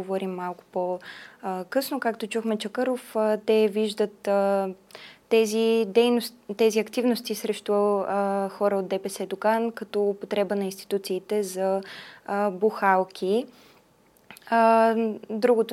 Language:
Bulgarian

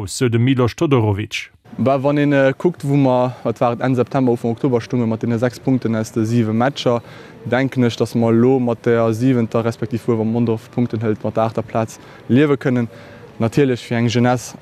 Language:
Luxembourgish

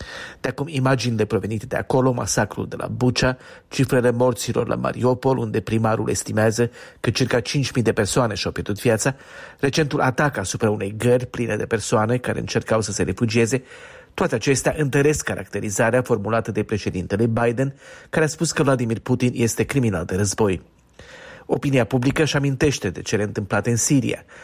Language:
Romanian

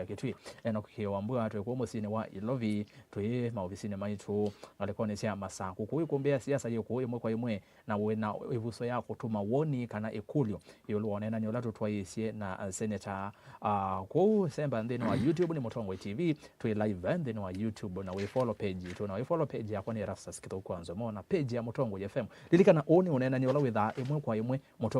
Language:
Kamba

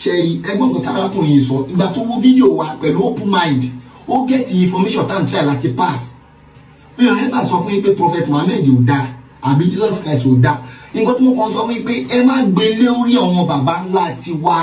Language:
Yoruba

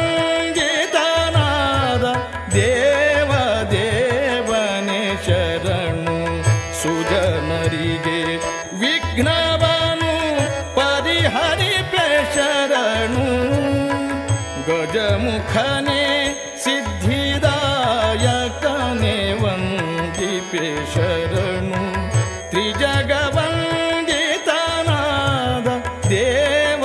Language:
Kannada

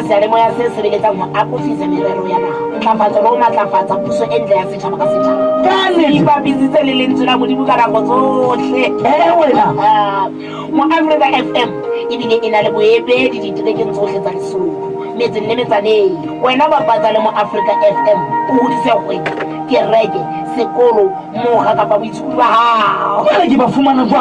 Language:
Southern Sotho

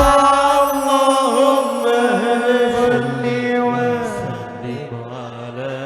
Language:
Banjar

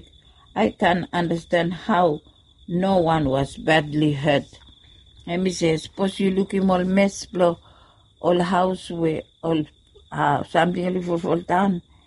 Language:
Bislama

